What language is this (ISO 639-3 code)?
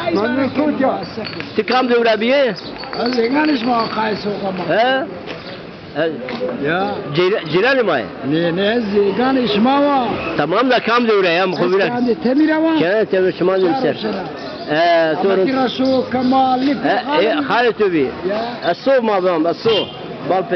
zza